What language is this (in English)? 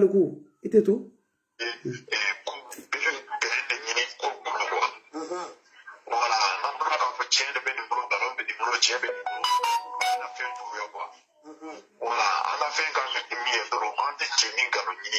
French